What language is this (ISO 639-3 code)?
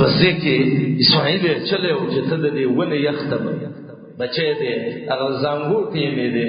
pus